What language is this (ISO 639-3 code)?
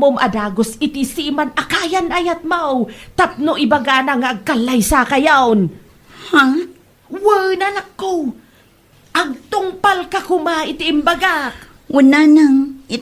ilo